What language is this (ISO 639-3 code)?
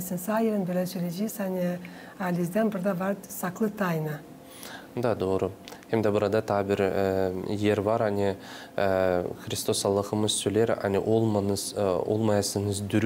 gag